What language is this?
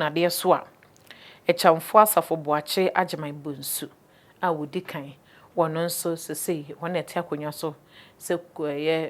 Akan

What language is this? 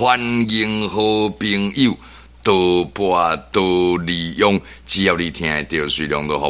Min Nan Chinese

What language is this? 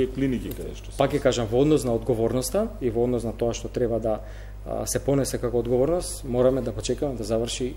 Macedonian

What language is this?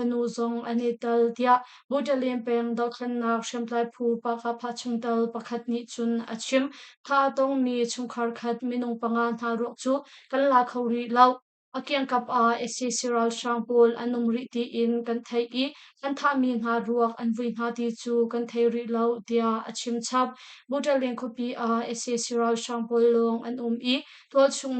Hakha Chin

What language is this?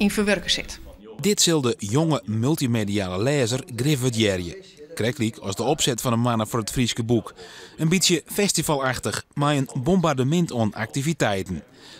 Western Frisian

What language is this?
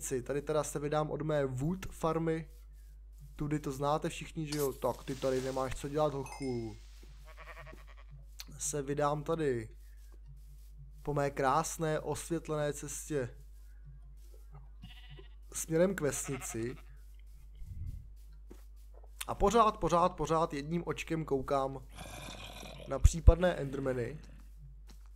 Czech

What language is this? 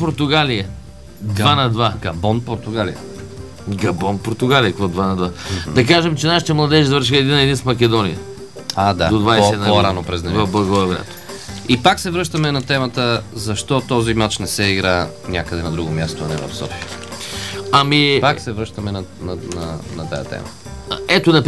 Bulgarian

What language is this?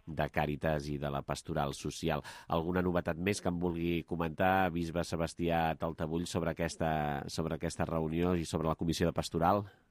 Catalan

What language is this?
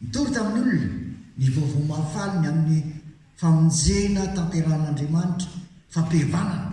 Malagasy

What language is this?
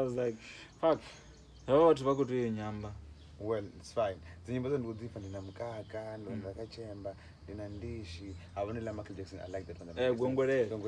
Venda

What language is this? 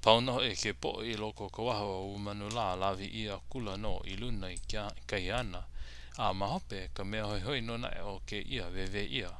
Hawaiian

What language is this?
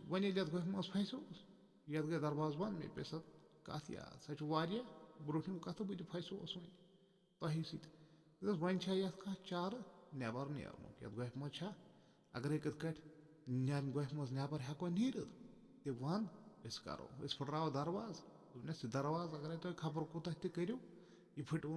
Kashmiri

